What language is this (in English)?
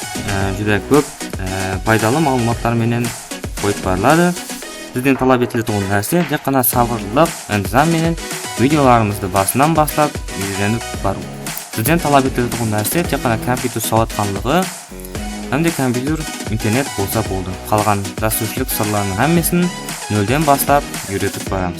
Kara-Kalpak